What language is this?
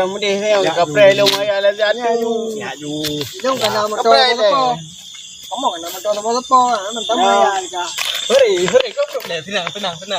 Achinese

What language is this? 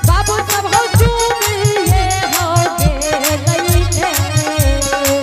Angika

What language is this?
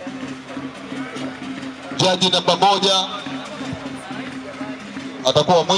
Swahili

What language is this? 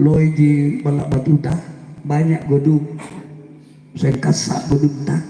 Makasar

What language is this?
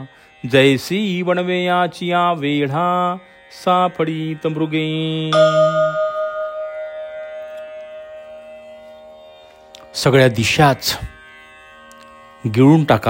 Marathi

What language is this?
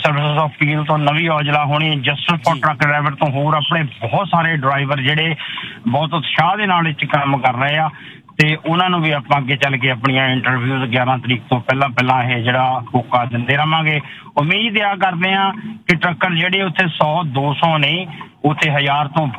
Punjabi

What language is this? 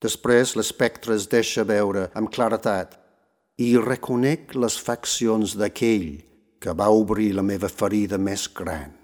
Catalan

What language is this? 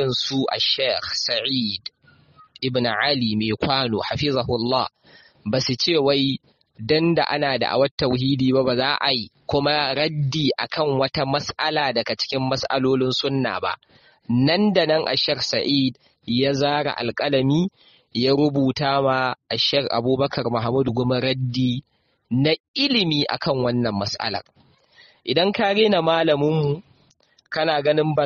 Hausa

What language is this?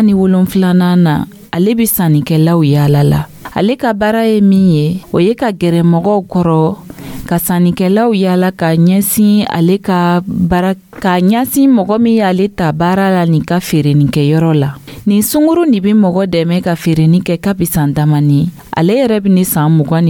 Dyula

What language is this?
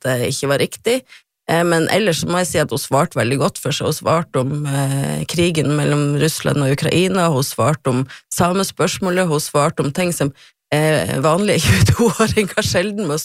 Norwegian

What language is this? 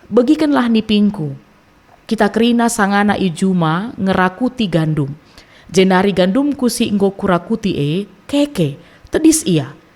Batak Karo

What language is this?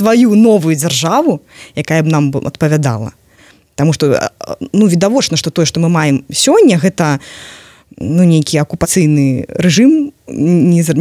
Belarusian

